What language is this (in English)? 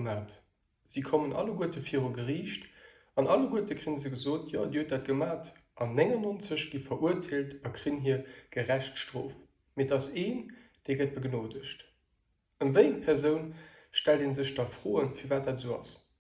Luxembourgish